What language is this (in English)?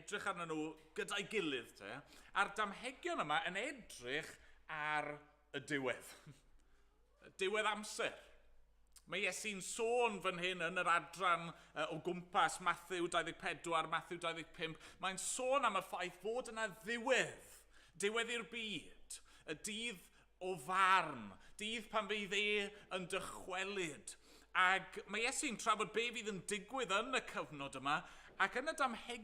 Welsh